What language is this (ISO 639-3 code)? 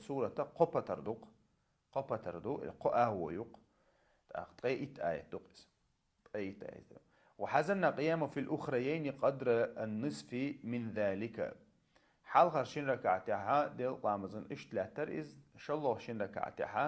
che